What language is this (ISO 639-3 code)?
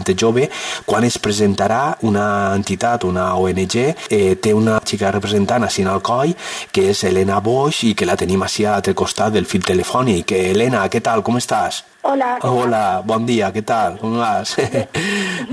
cat